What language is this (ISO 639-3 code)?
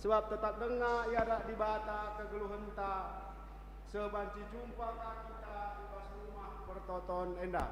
btx